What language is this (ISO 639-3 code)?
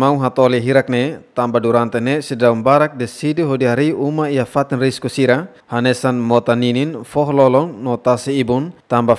tet